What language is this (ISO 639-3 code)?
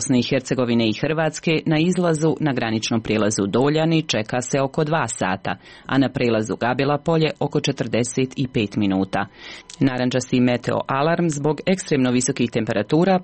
hrv